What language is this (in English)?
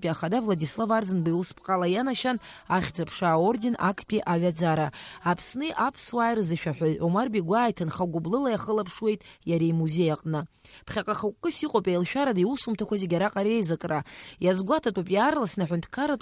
Abkhazian